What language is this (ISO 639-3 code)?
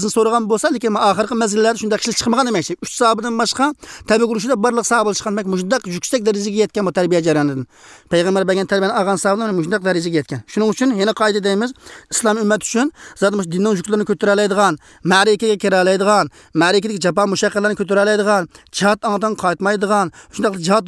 uig